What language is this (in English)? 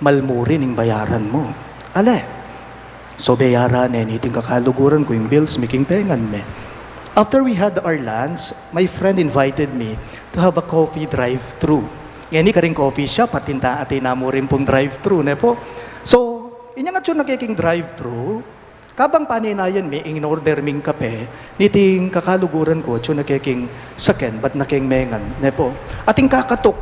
Pampanga